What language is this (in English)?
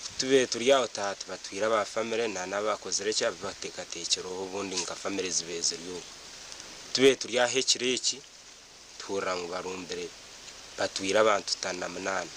Nyankole